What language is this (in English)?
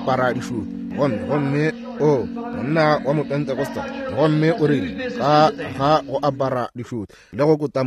Northern Sotho